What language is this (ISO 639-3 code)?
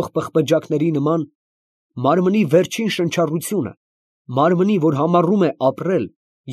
hye